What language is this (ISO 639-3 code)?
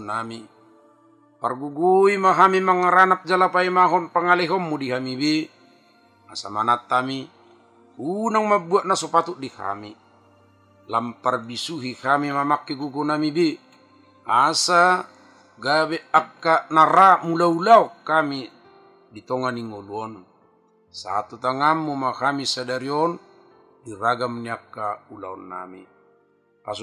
bbc